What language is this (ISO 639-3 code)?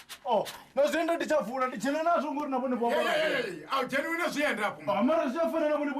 ven